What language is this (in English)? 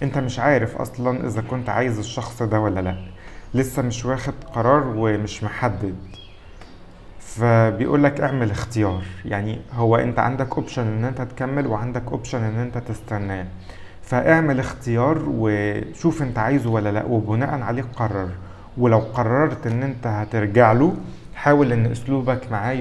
Egyptian Arabic